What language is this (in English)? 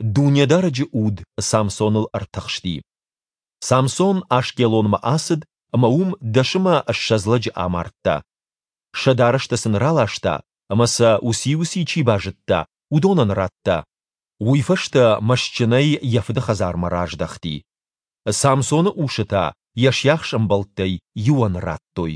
Ossetic